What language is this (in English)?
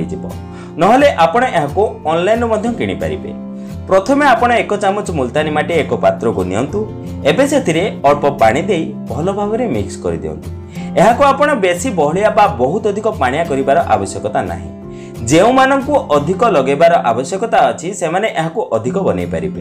Odia